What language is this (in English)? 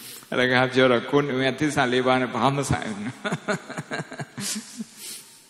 Burmese